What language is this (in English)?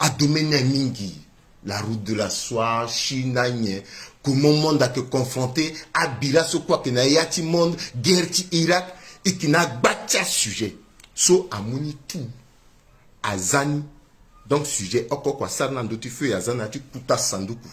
Sango